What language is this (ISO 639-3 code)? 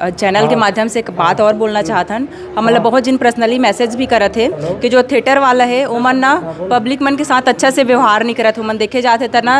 hne